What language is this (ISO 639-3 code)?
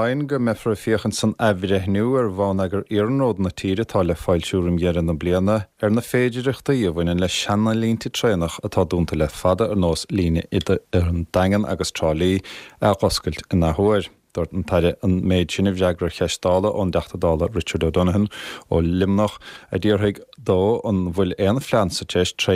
gle